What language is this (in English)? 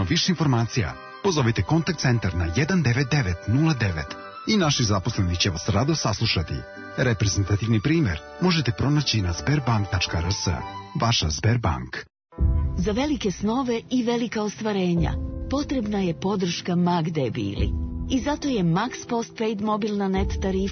Serbian